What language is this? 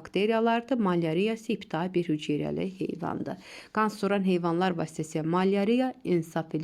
Azerbaijani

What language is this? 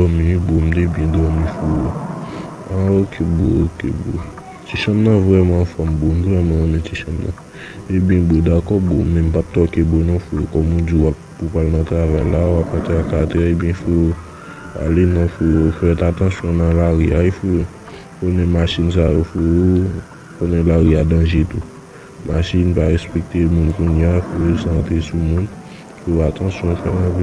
Haitian Creole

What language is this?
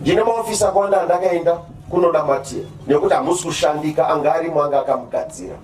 Shona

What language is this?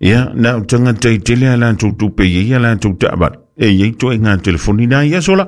Samoan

